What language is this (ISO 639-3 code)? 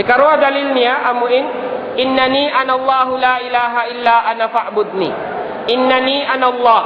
tsg